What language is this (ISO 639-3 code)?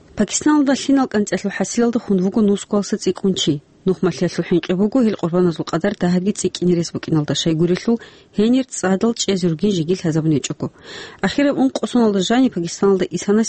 ava